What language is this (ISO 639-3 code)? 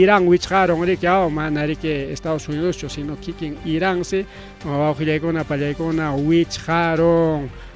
quy